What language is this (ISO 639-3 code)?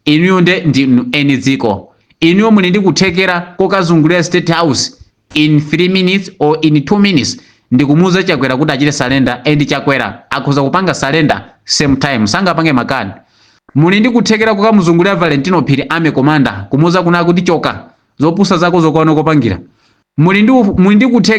nya